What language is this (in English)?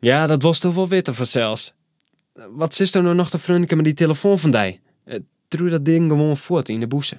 Western Frisian